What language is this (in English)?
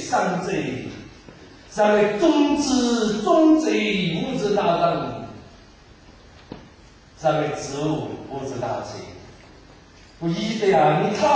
Chinese